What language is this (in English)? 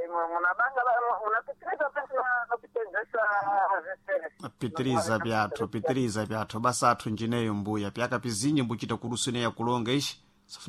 Sena